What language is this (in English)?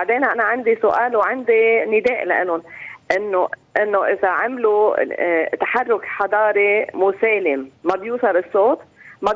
North Levantine Arabic